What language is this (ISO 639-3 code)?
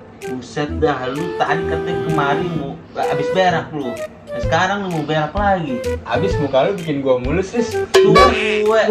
bew